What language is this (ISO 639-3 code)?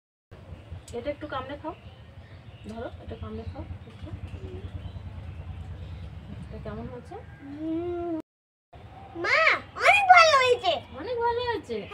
ben